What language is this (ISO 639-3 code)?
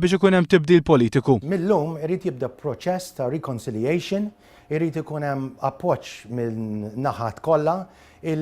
mlt